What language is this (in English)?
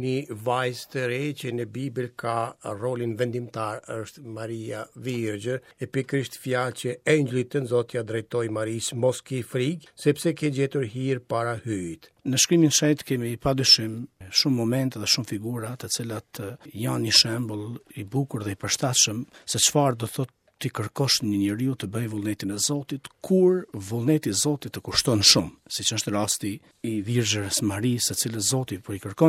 Albanian